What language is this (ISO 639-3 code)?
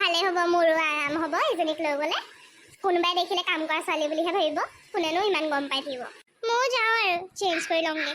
asm